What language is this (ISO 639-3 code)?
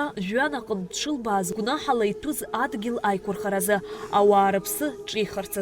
abk